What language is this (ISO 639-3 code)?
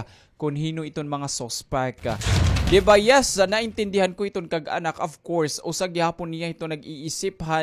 war